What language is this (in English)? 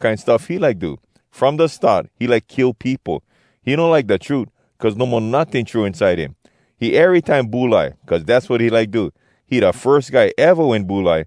Hawai'i Creole English